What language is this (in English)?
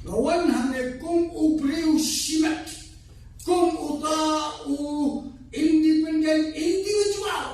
Khasi